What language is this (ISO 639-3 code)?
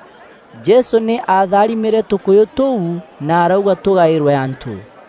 mer